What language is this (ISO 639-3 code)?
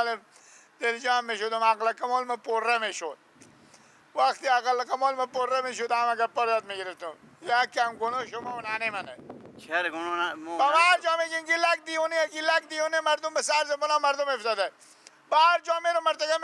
fas